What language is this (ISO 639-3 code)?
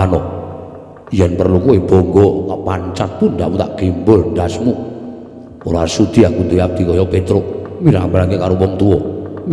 jav